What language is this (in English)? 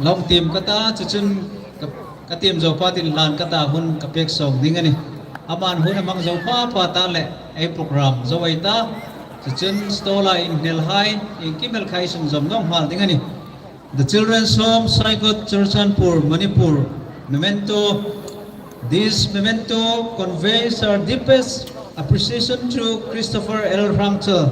Hmar